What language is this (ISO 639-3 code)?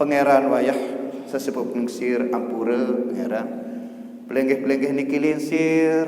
sas